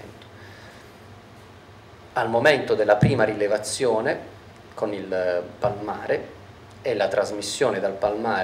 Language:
Italian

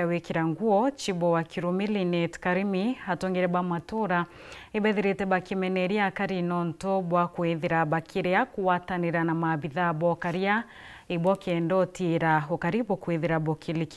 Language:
Meru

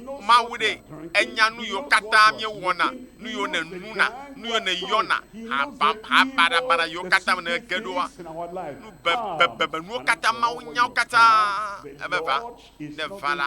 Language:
Ewe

